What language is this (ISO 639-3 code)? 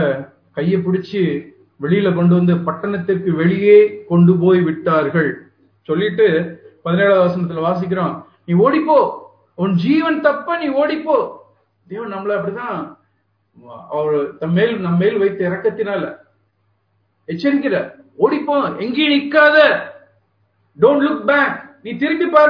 tam